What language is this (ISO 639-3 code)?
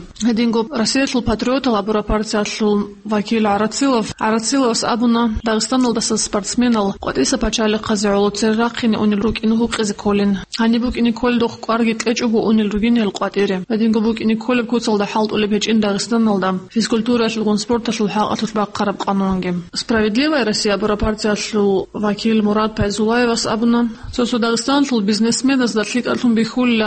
ava